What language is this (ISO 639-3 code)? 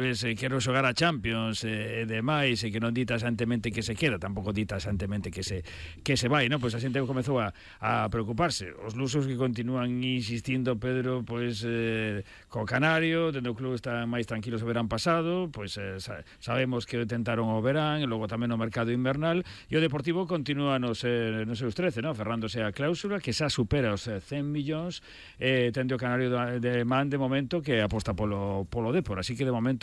glg